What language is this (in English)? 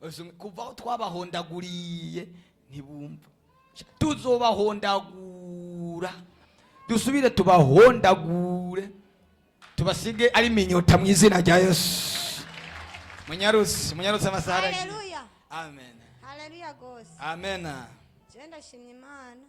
Rundi